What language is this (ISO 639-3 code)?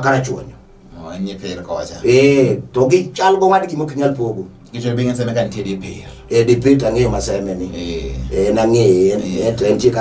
luo